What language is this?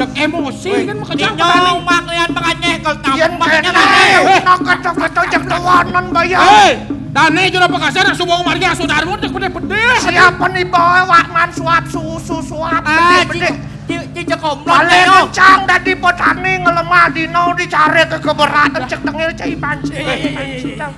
Balinese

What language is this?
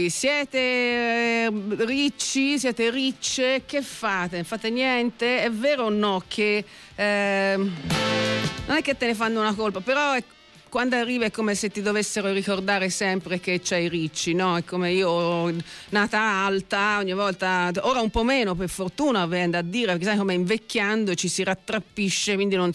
Italian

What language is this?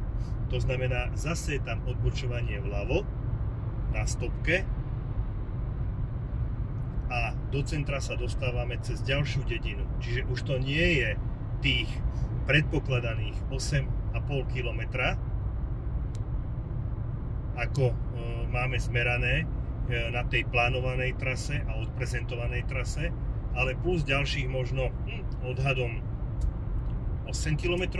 Slovak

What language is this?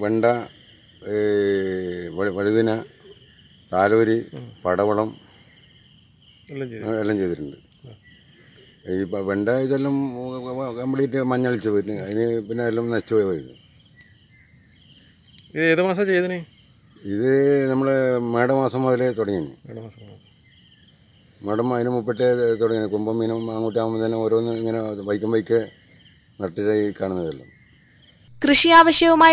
Malayalam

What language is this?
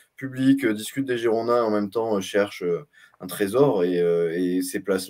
French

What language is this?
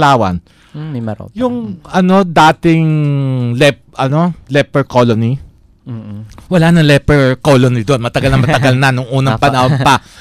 Filipino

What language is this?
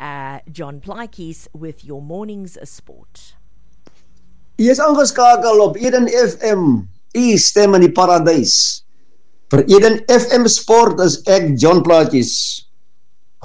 Afrikaans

